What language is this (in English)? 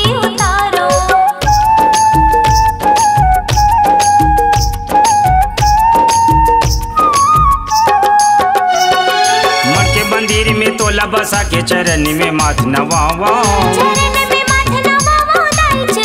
Chhattisgarhi